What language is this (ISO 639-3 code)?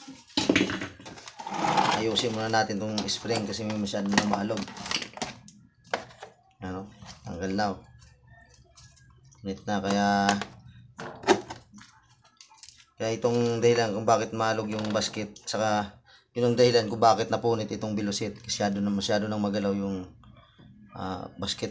fil